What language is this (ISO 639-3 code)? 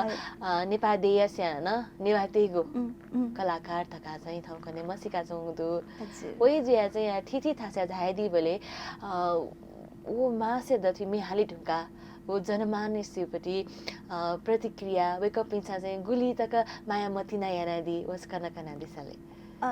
new